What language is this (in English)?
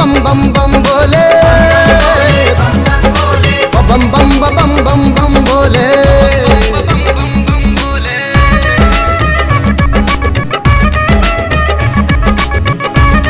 Hindi